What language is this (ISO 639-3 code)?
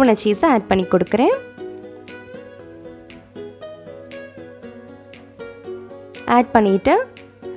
tam